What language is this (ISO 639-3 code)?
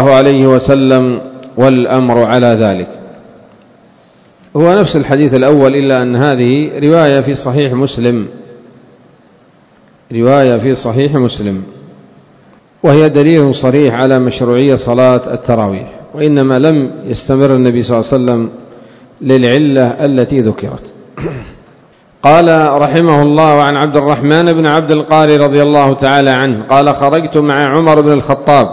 ara